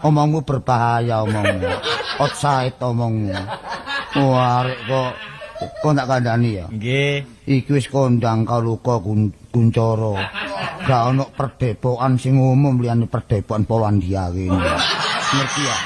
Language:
Javanese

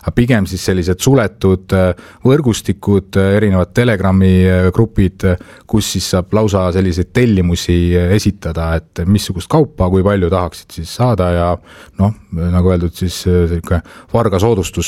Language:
Estonian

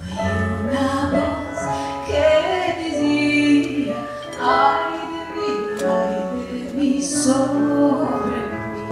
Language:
Ladino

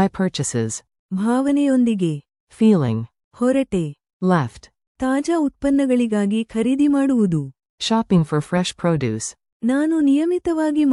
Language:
Kannada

